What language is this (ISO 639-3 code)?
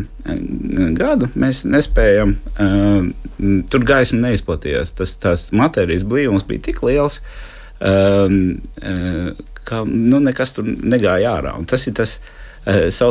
lav